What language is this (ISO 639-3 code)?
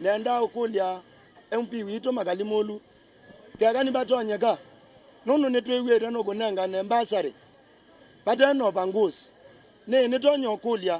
kam